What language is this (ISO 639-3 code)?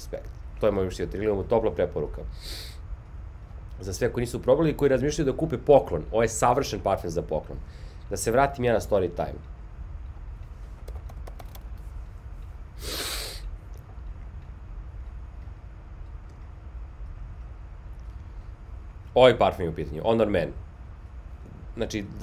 srp